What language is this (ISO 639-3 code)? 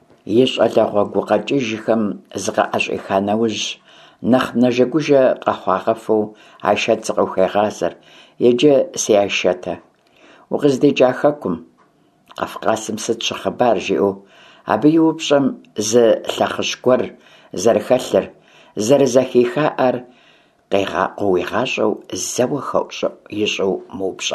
kbd